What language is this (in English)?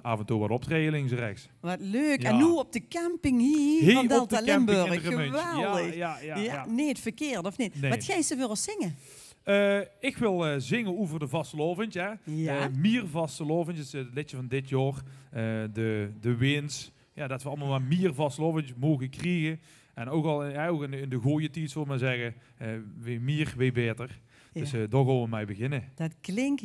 Limburgish